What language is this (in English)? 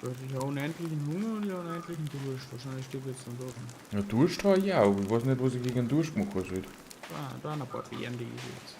Bavarian